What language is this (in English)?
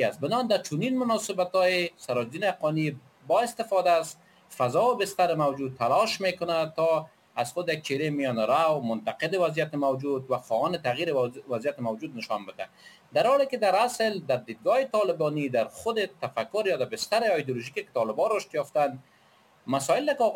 Persian